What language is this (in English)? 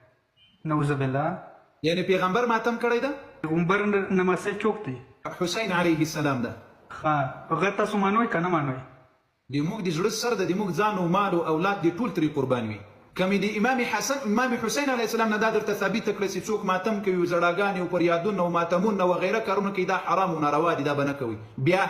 Pashto